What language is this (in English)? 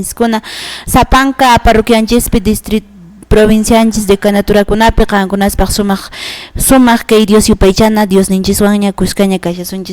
Quechua